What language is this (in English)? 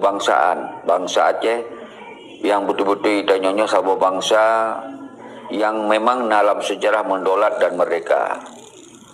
Achinese